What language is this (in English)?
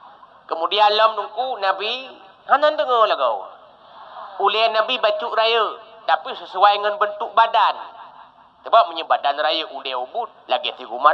Achinese